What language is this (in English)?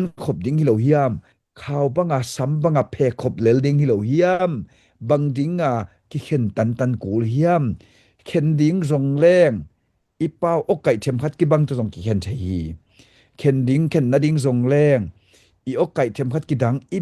Tedim Chin